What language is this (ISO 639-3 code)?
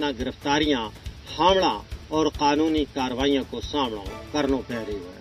gju